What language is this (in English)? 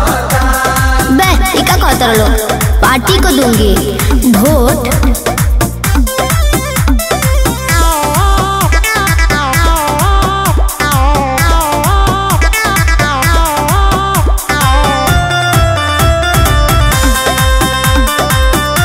Bhojpuri